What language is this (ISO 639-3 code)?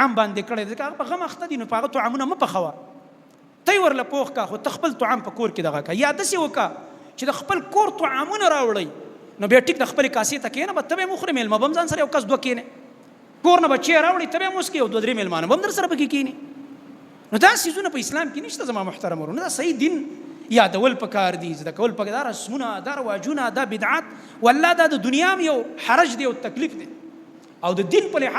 pus